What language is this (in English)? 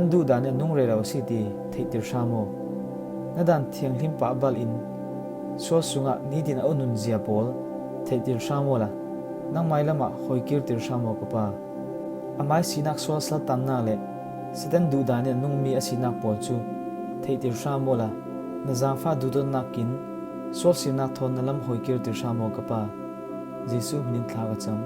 Falam Chin